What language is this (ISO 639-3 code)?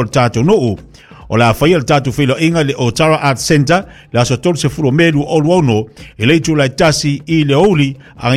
smo